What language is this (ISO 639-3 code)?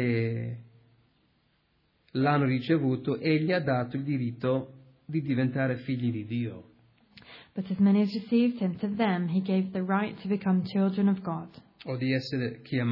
ita